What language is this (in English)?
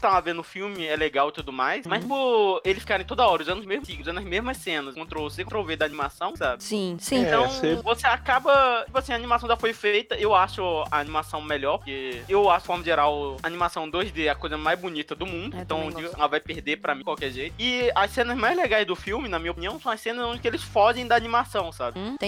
Portuguese